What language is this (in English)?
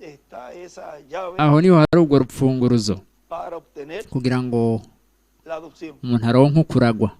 Rundi